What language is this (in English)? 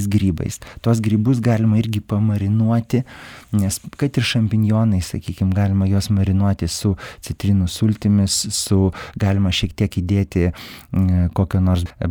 Lithuanian